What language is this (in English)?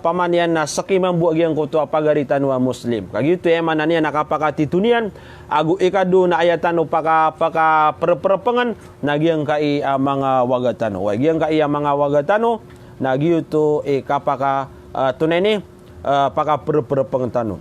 Maranao